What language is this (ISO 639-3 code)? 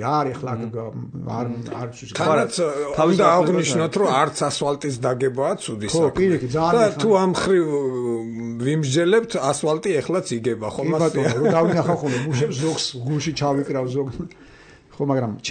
kat